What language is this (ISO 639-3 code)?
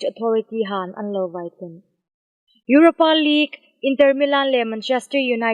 hmr